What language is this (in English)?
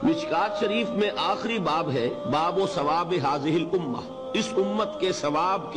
Urdu